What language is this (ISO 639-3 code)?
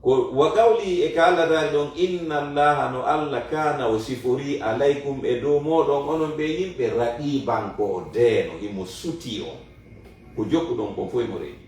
ful